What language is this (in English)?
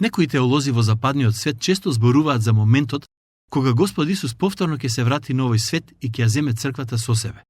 Macedonian